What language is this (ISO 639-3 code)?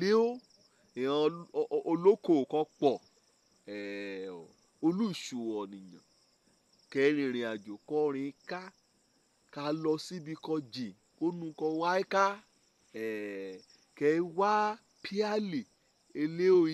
yor